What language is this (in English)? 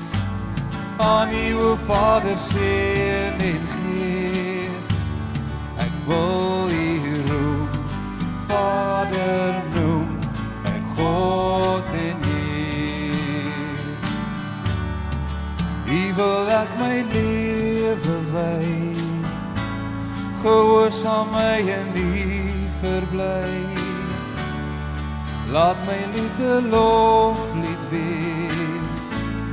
Afrikaans